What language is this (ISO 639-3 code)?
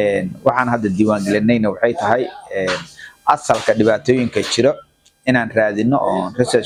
som